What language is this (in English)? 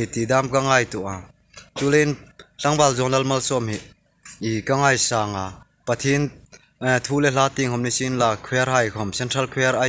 Hmar